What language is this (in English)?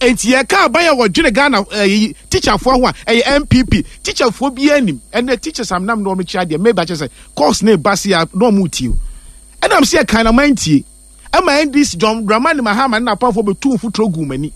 Akan